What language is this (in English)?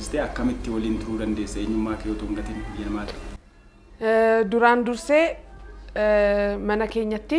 Oromo